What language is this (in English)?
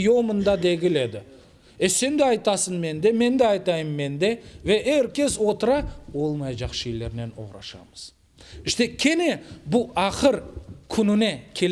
Crimean Tatar